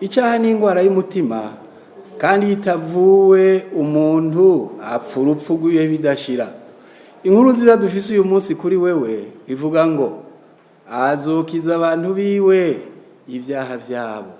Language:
Rundi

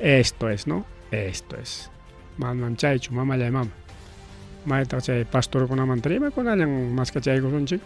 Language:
Ayacucho Quechua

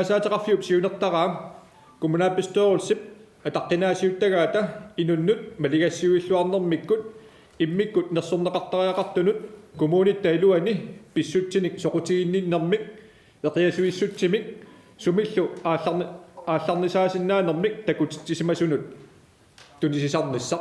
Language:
Kalaallisut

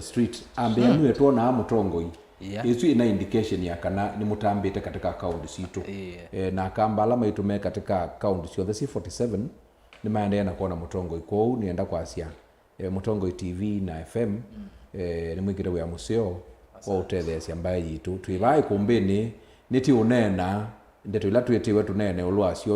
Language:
Kamba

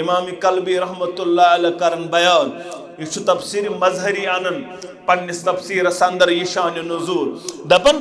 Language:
Kashmiri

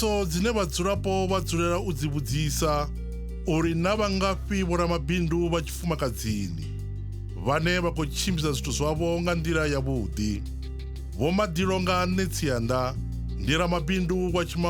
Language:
Venda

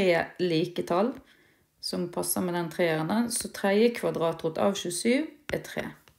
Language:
Norwegian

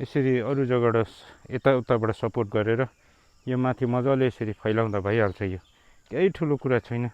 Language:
Nepali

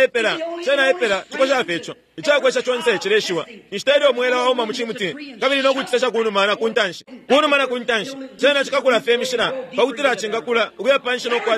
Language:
Bemba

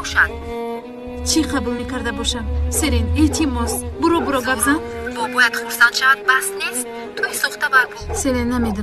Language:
Tajik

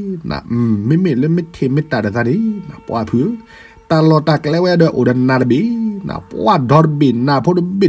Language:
S'gaw Karen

